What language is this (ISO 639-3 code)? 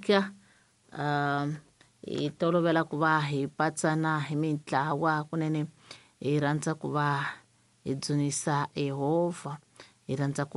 tso